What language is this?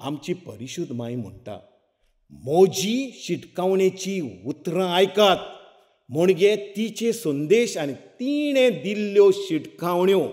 Konkani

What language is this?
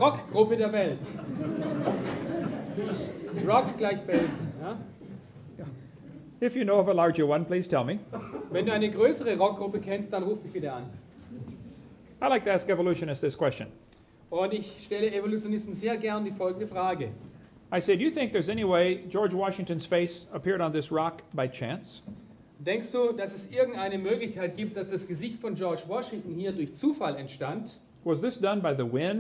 German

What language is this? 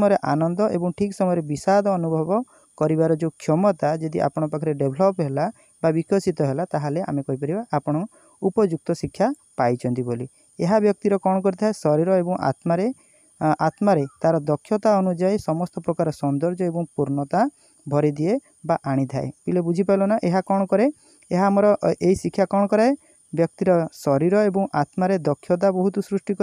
Odia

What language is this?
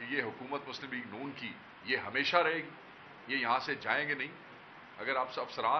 Urdu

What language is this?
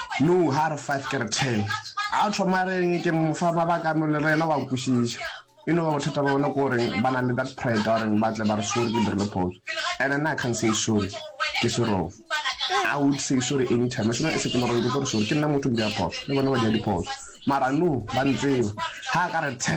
Northern Sotho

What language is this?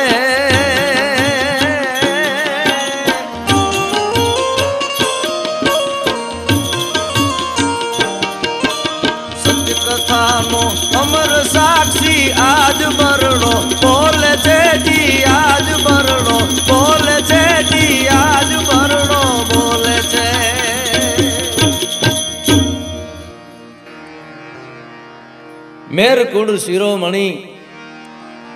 Gujarati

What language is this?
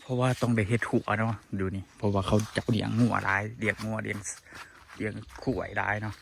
Lao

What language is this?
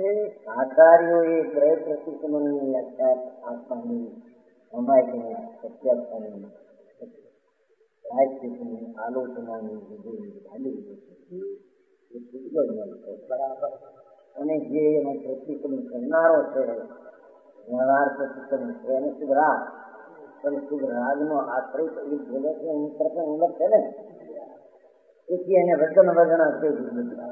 Gujarati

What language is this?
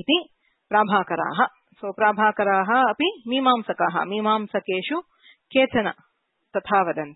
Sanskrit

